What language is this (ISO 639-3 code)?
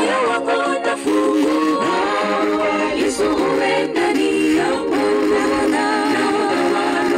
swa